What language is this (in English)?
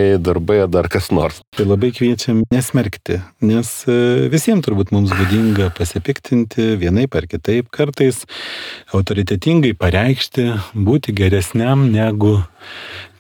Lithuanian